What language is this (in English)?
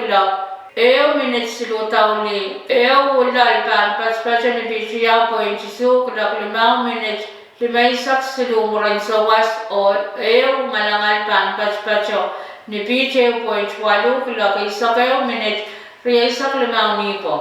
Pohnpeian